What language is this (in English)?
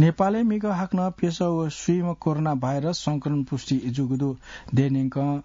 Newari